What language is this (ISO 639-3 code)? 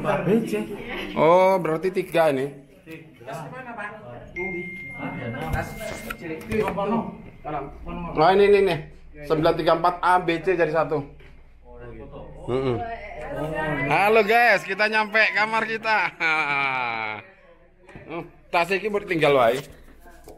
ind